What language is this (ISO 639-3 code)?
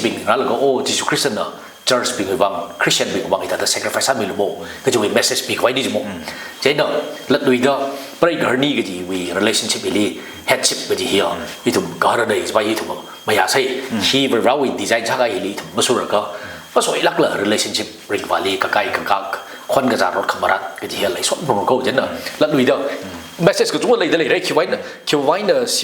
nmf